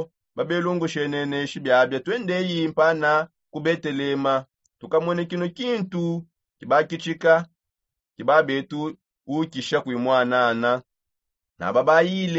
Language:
Songe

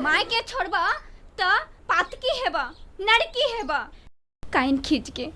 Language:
Maithili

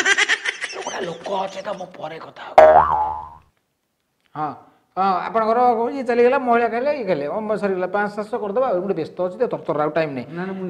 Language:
Odia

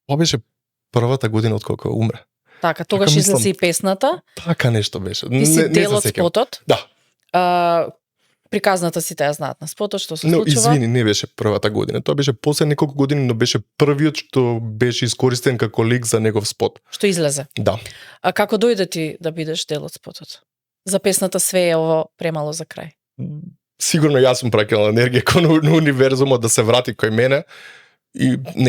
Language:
Macedonian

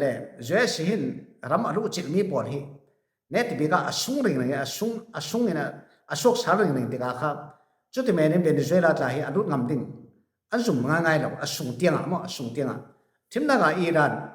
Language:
Falam Chin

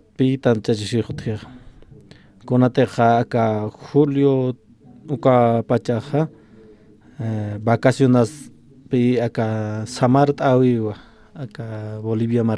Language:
Aymara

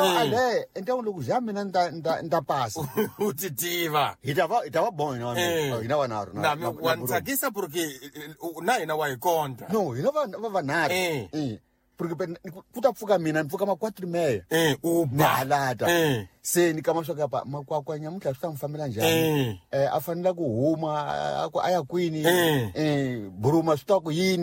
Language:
Tsonga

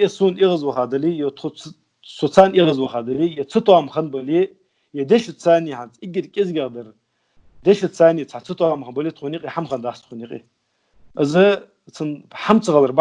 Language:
Ingush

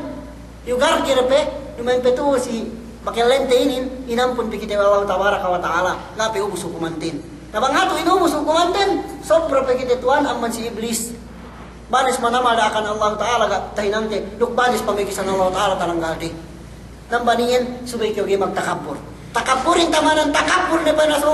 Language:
Yakan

